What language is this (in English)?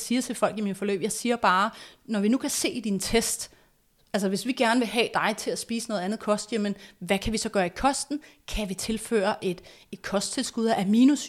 Danish